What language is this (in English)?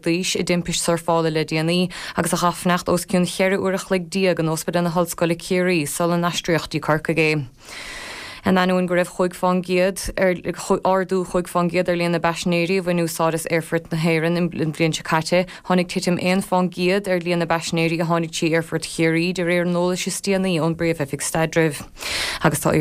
Irish